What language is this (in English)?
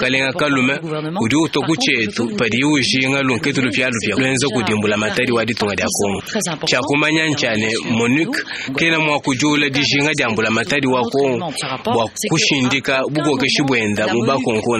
Luba-Lulua